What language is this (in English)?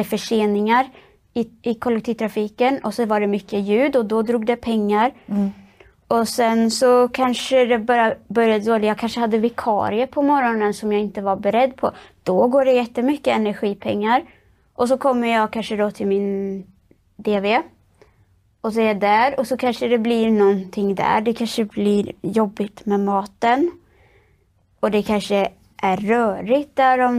Swedish